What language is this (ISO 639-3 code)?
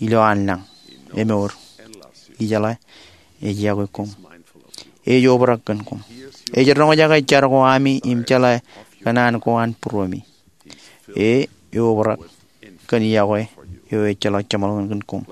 mah